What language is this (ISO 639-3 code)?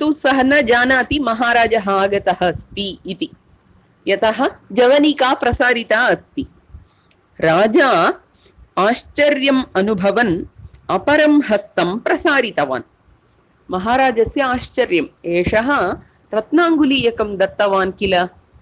san